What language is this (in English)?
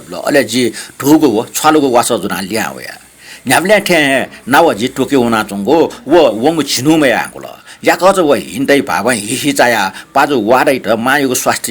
Newari